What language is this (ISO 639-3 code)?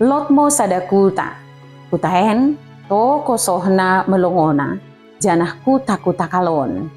btd